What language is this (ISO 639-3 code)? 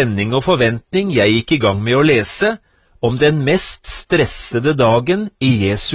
nor